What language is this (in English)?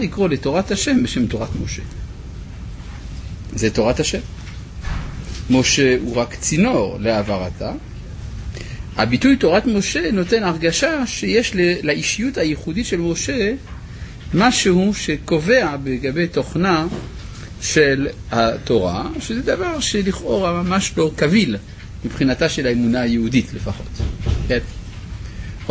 Hebrew